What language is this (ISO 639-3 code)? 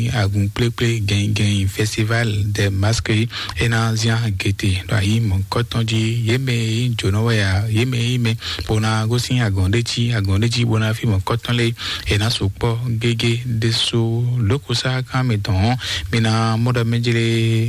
fon